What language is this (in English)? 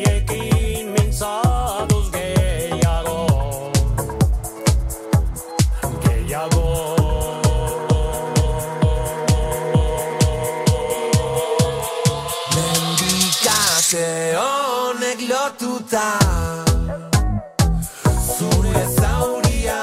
Basque